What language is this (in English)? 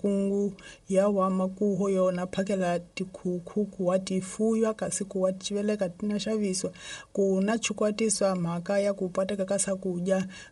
Tsonga